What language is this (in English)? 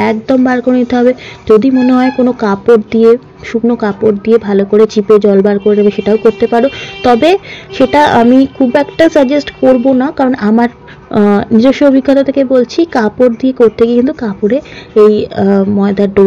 Bangla